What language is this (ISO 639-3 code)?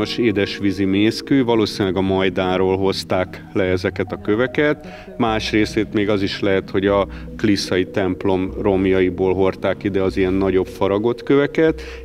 hun